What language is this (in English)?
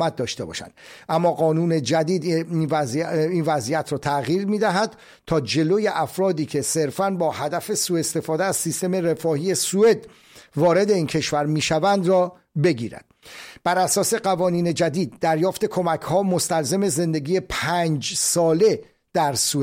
Persian